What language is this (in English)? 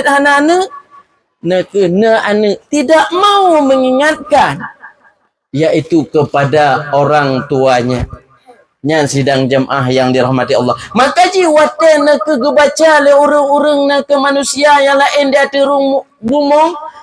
Achinese